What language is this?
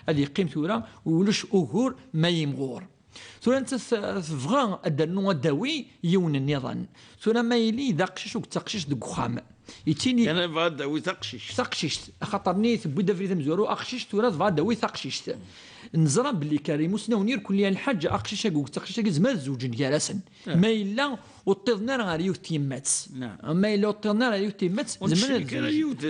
Kabyle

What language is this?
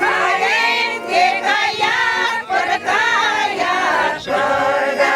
Chuvash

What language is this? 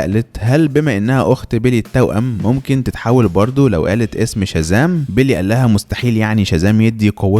Egyptian Arabic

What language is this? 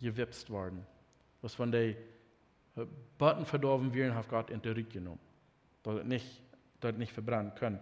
Plautdietsch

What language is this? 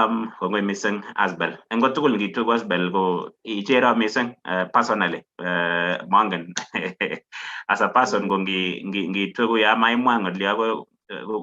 Kalenjin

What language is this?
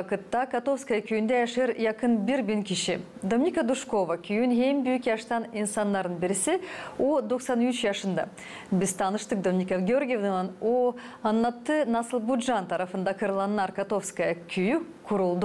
Gagauz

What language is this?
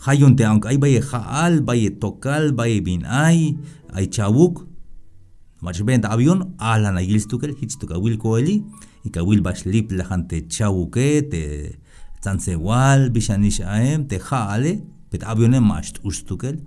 Tzeltal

